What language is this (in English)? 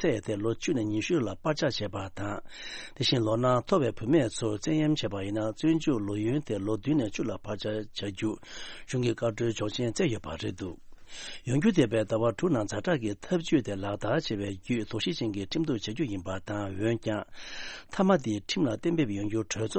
Tibetan